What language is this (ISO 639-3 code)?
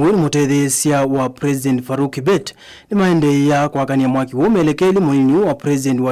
kam